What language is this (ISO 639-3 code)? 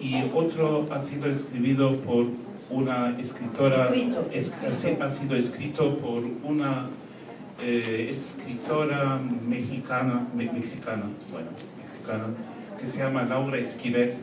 lad